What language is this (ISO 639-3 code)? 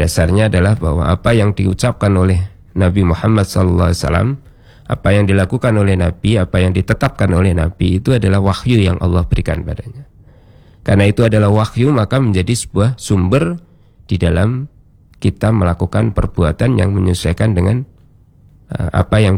ind